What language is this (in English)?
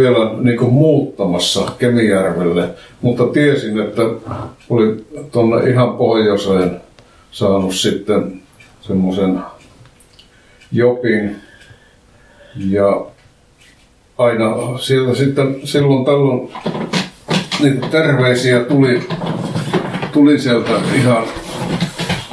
Finnish